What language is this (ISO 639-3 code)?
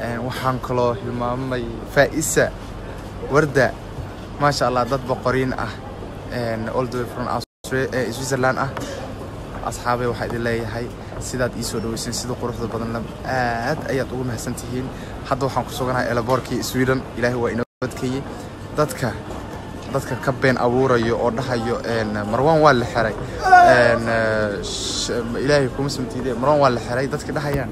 som